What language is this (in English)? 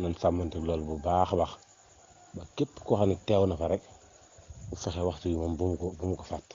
Wolof